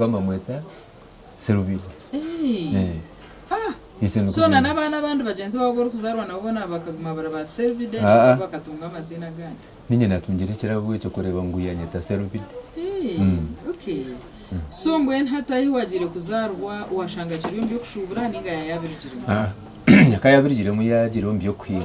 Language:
Nyankole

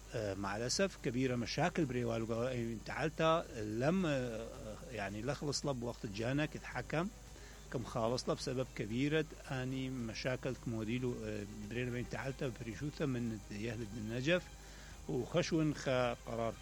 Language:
Mesopotamian Arabic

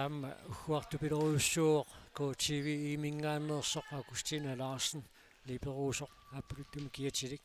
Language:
Kalaallisut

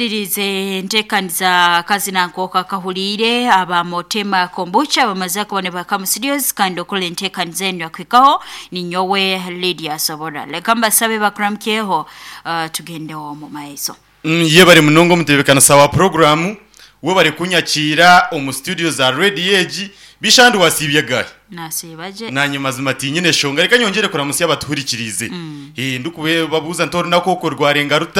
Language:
Nyankole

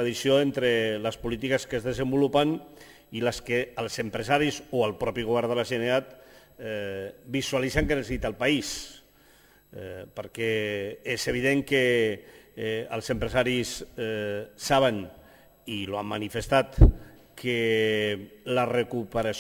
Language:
Catalan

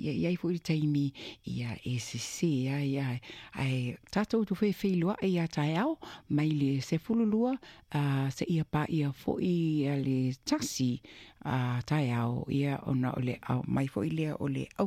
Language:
Samoan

